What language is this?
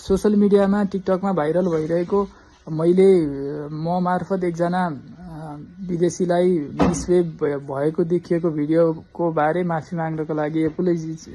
Nepali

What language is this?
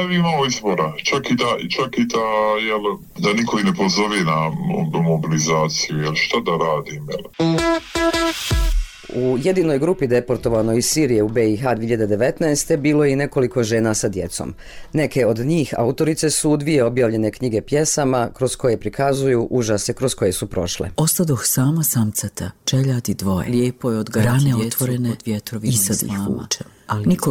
Bosnian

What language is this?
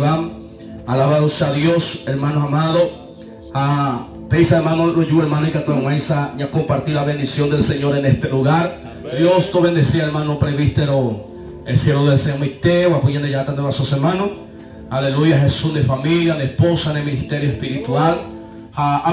Guarani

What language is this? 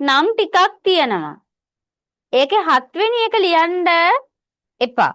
Sinhala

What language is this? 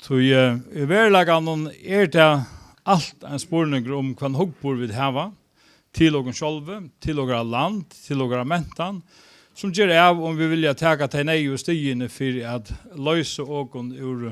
Faroese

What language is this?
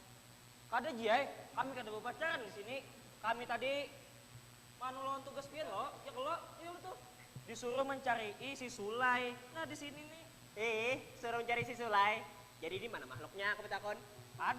Banjar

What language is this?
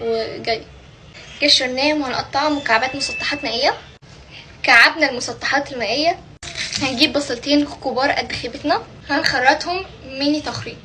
Egyptian Arabic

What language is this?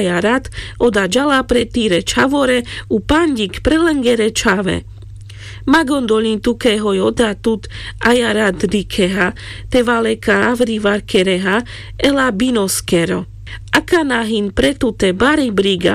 Carpathian Romani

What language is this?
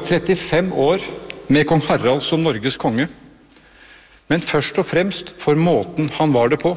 Norwegian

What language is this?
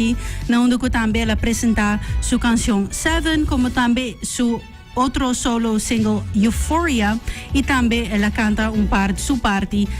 Papiamento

